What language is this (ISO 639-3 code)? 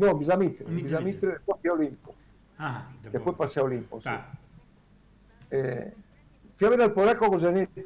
spa